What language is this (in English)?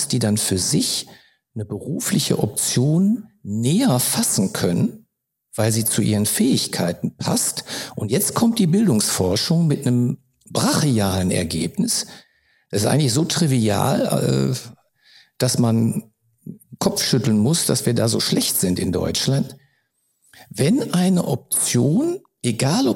German